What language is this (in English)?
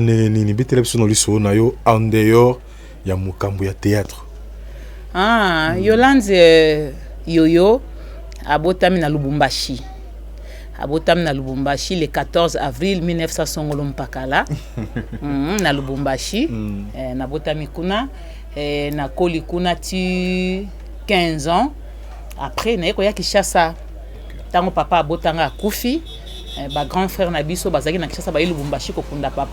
Lingala